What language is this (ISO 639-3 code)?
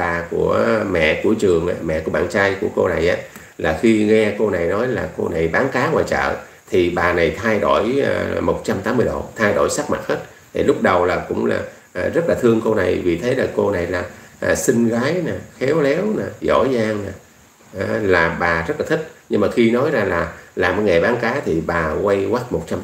vie